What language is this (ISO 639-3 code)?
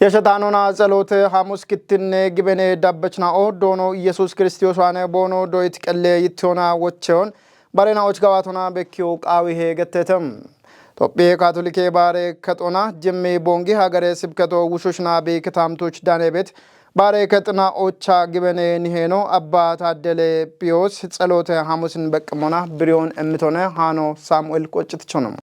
kbr